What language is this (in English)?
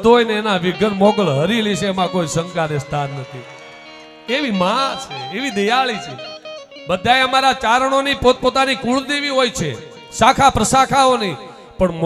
Gujarati